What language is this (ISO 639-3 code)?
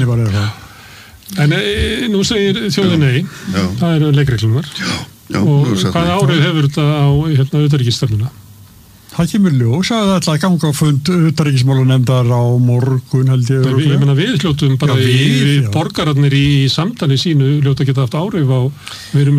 isl